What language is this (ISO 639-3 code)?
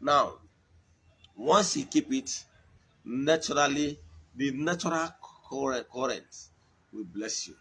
ibo